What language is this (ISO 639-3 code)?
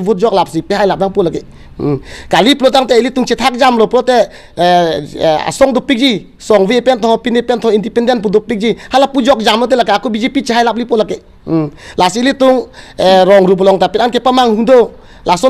mjw